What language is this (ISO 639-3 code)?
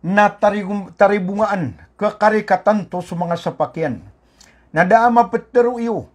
mrw